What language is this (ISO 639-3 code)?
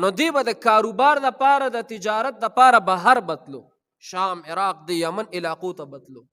pus